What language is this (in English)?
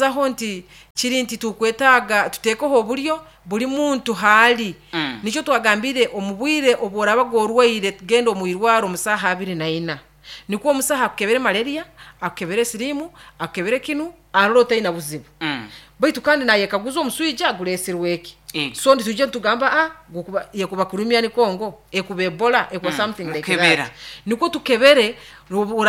Nyoro